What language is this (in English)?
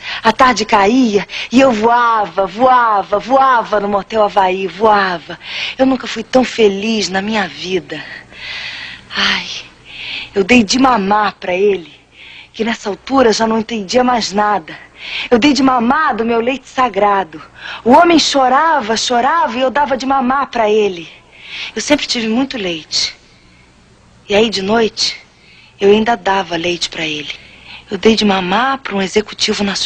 Portuguese